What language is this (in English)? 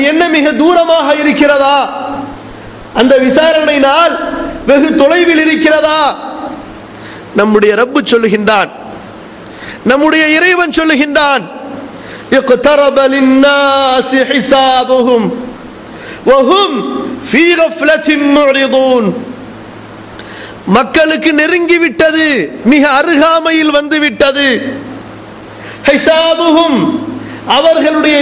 Tamil